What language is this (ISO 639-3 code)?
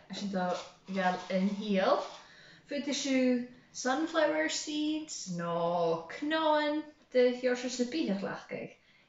gla